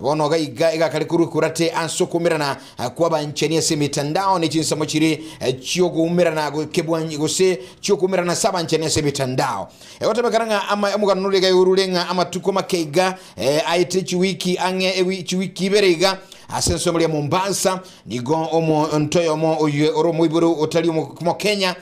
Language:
Gusii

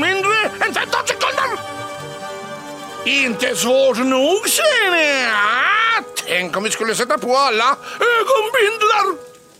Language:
Swedish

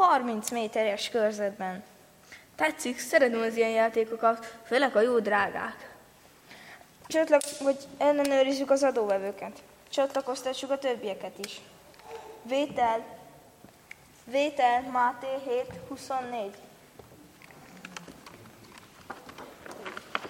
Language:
Hungarian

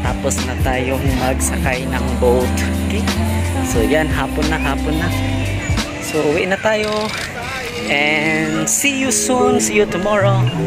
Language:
Filipino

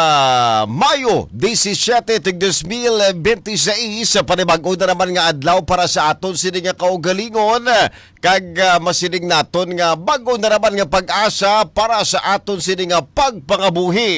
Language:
Hiligaynon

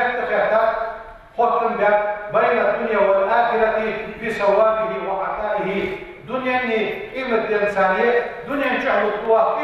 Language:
Ingush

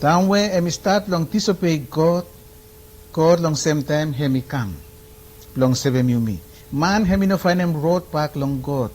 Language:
Bislama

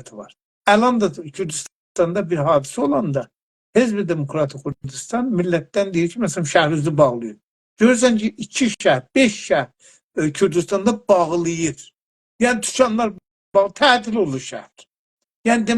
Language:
South Azerbaijani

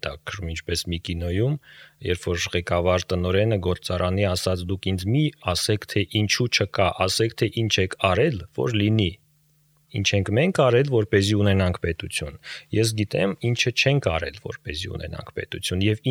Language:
Armenian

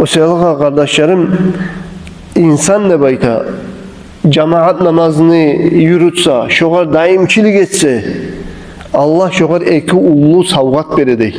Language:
Kumyk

